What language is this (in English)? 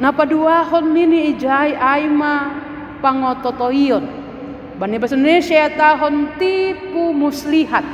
Batak Simalungun